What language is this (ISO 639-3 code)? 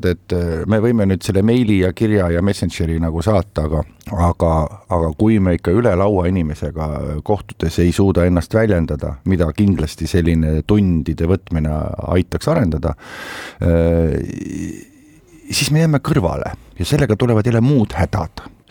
est